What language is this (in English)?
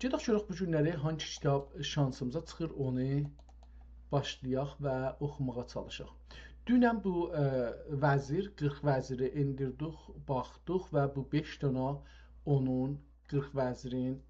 South Azerbaijani